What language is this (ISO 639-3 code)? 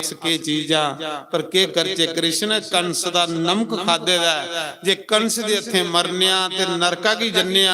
doi